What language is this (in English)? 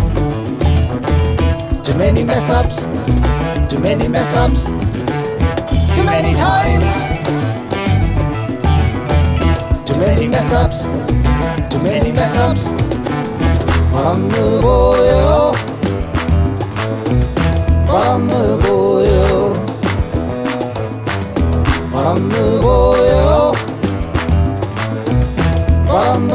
Malayalam